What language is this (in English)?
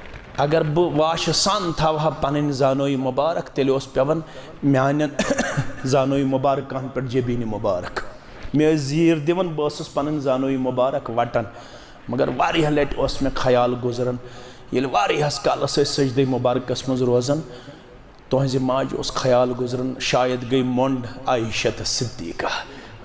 Kashmiri